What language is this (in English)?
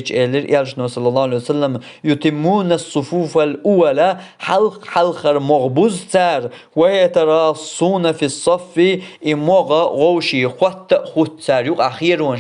Chechen